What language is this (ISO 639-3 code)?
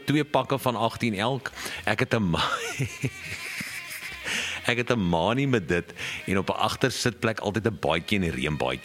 afr